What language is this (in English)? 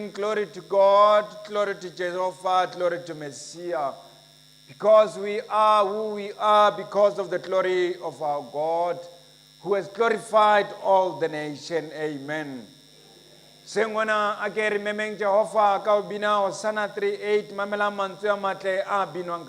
Southern Sotho